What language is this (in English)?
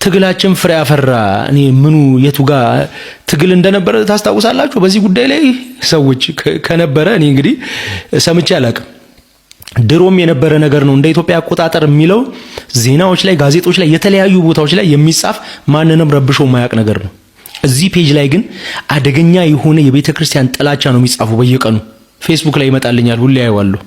Amharic